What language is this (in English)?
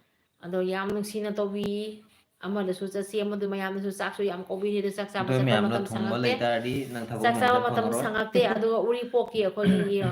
Manipuri